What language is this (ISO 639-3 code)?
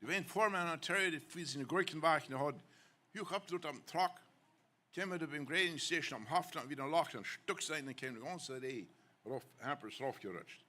pdt